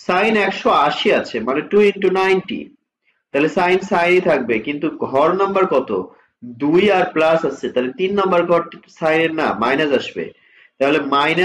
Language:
Bangla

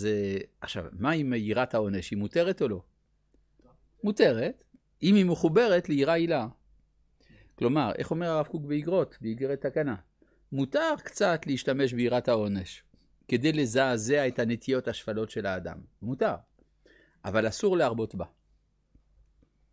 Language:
Hebrew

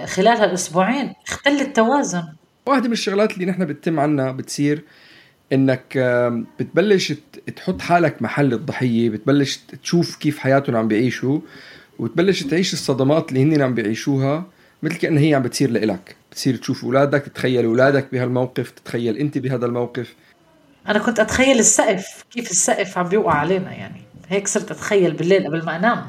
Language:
North Levantine Arabic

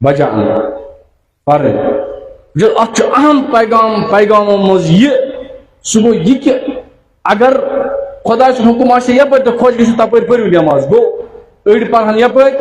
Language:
Kashmiri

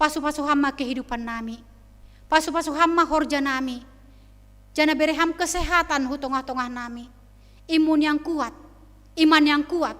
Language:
Batak Simalungun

